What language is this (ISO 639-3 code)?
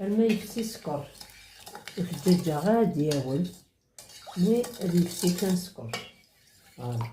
kab